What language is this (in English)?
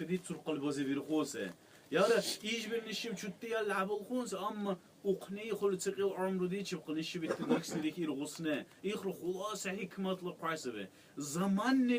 Dargwa